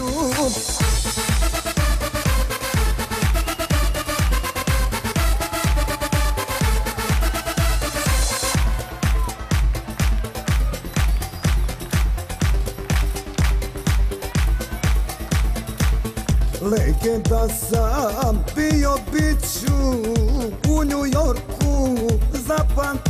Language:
Croatian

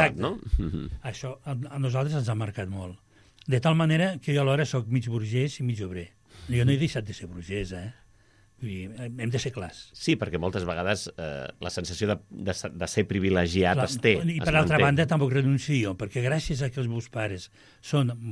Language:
Catalan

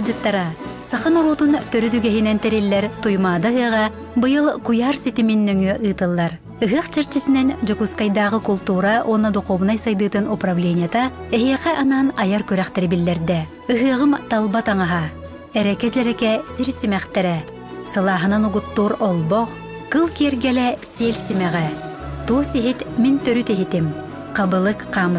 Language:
Yakut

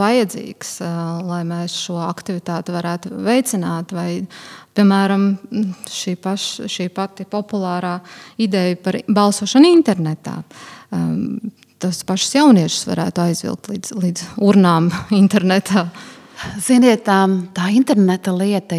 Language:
Latvian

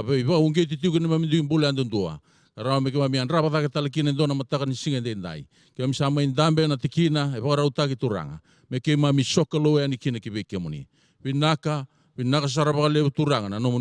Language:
Fijian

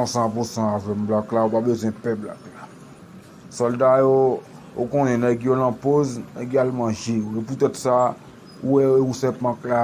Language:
Haitian Creole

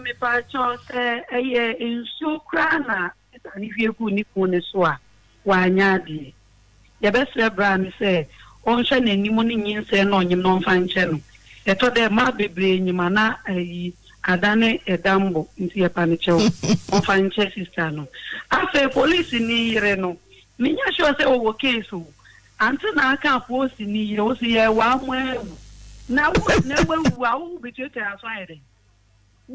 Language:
Akan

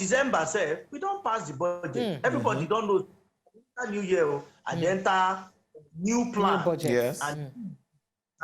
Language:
Nigerian Pidgin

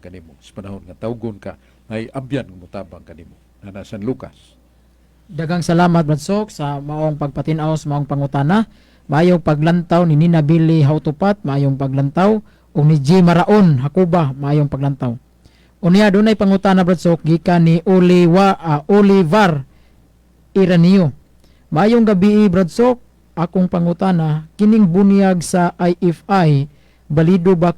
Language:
Cebuano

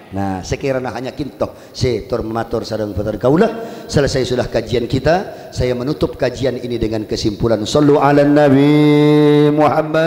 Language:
Madurese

